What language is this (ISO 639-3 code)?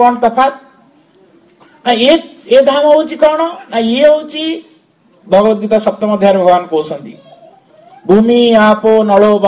ori